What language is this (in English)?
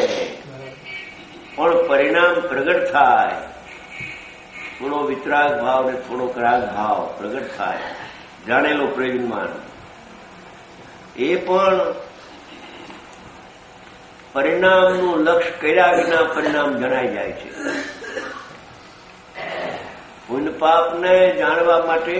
Gujarati